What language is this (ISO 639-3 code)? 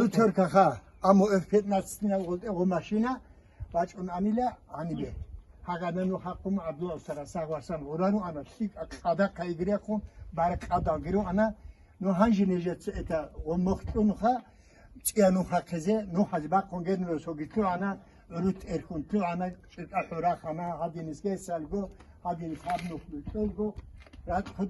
ava